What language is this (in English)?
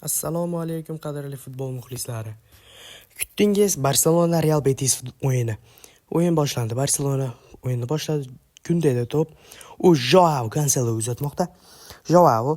Uzbek